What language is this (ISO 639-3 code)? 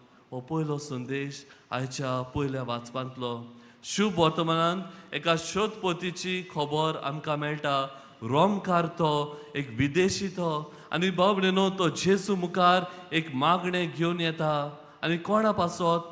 kok